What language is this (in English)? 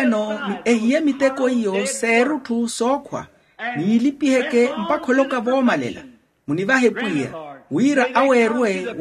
Makhuwa